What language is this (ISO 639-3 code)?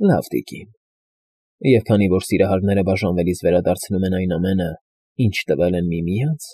hye